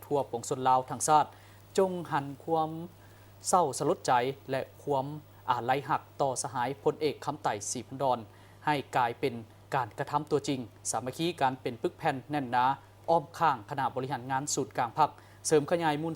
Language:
Lao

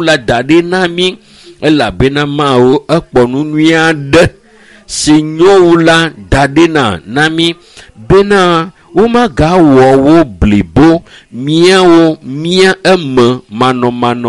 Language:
Ewe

